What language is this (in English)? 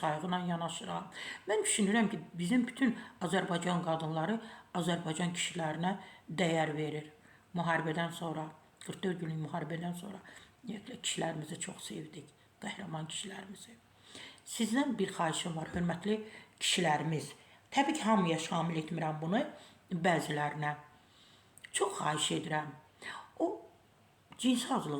Azerbaijani